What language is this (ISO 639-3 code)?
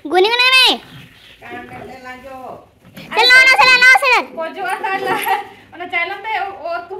sat